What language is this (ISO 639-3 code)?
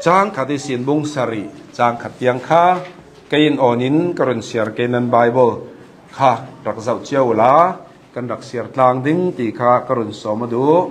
cnh